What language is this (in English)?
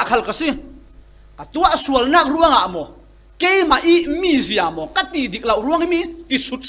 Falam Chin